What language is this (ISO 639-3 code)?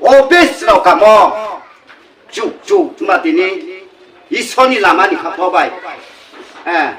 ria